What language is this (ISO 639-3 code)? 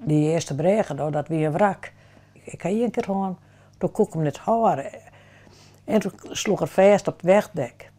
fry